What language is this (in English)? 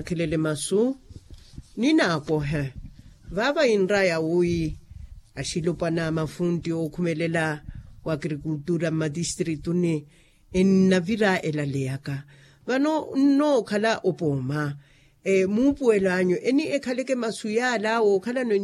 Makhuwa